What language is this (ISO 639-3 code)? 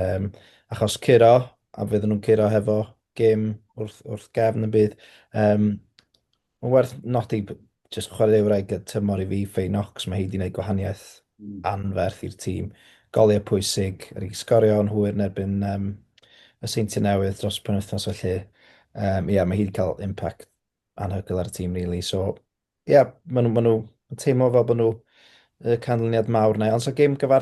cym